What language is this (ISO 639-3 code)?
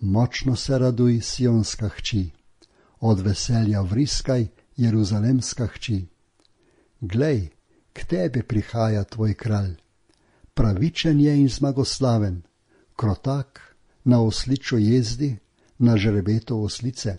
slv